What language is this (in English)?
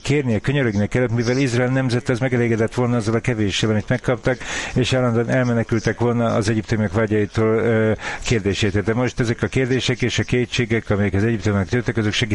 Hungarian